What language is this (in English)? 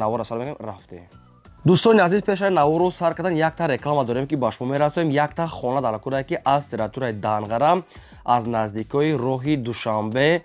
Tajik